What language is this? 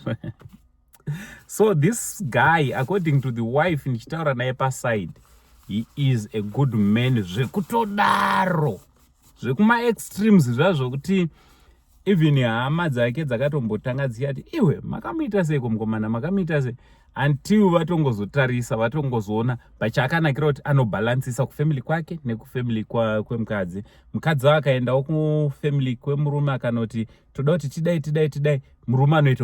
Shona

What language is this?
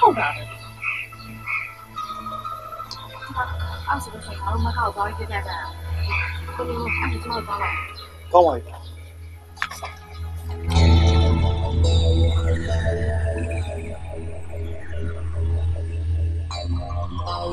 Burmese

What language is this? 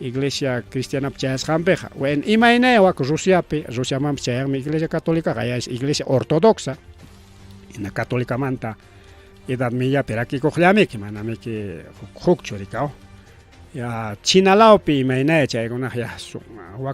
Ayacucho Quechua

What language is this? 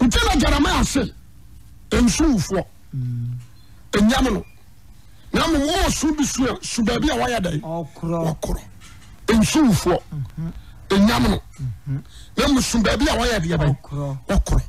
Akan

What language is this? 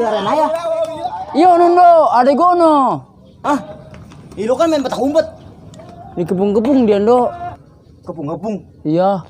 Betawi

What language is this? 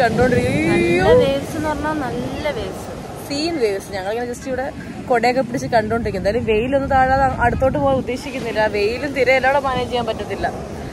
Malayalam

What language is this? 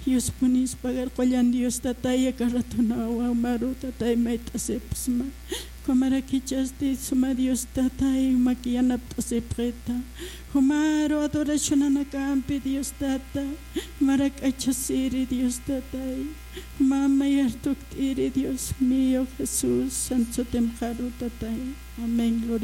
Aymara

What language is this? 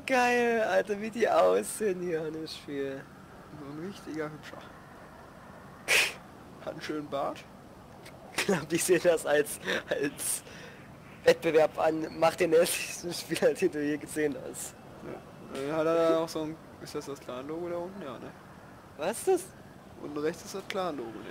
German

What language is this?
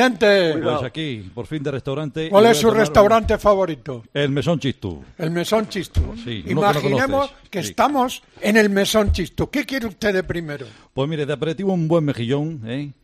Spanish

